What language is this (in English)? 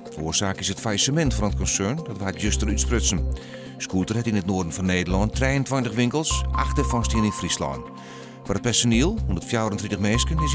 Western Frisian